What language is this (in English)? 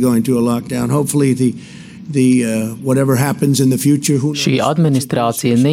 Latvian